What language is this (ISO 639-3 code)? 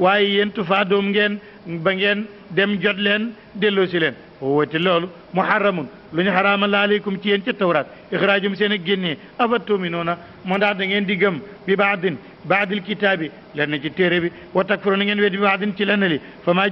wol